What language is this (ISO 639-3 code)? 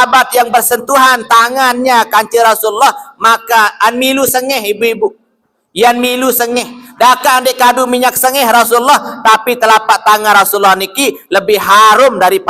sas